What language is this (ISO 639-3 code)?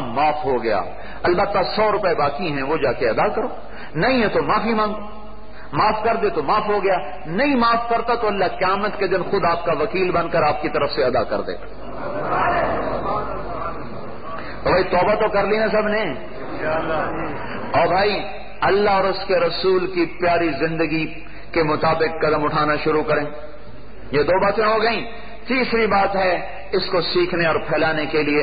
urd